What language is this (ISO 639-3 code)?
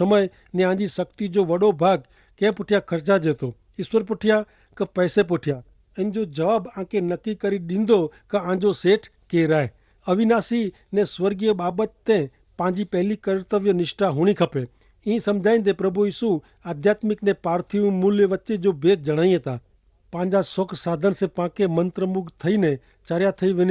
kfr